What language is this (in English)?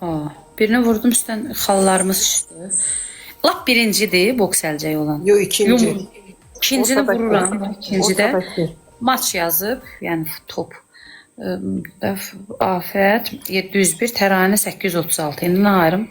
Azerbaijani